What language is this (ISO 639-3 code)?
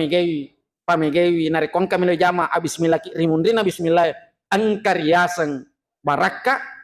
bug